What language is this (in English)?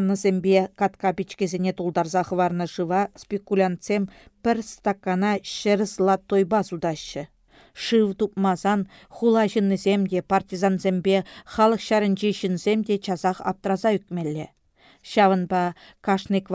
Chuvash